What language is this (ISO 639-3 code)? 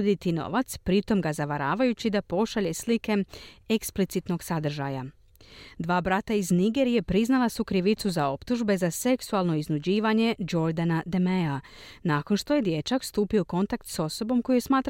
hrv